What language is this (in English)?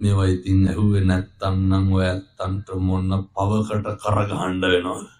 Sinhala